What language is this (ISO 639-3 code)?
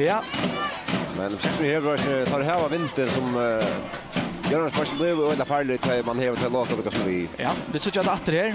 fao